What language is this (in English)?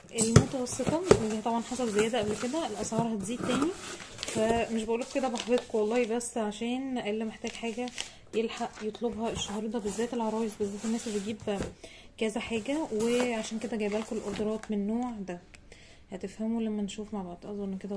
Egyptian Arabic